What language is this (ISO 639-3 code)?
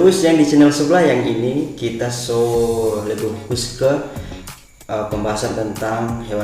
xmm